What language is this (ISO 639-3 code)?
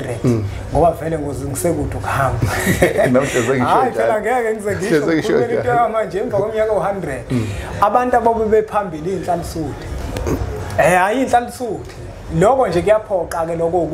zul